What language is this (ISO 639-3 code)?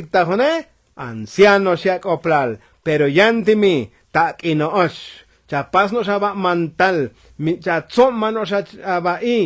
tzo